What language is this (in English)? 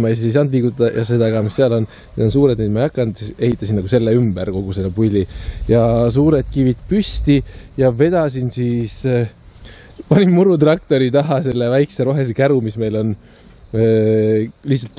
Estonian